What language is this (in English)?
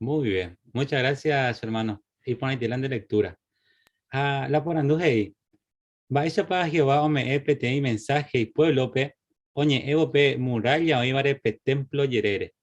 Guarani